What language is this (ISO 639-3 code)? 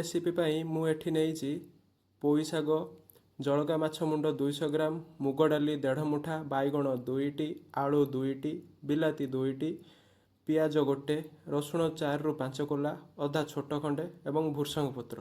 ori